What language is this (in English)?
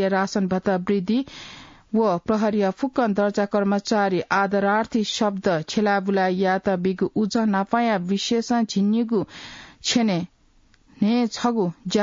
Newari